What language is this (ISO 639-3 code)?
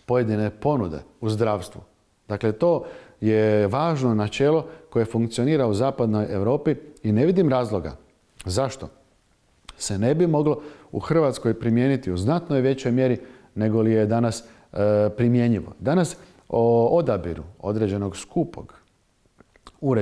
hrv